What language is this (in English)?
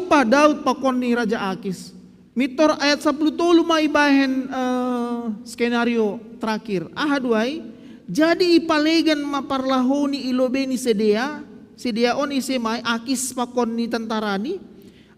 Batak Simalungun